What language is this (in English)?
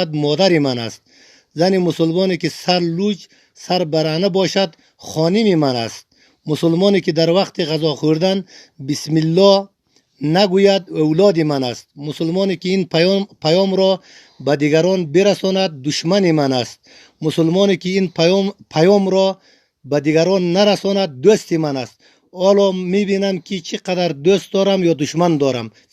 Tajik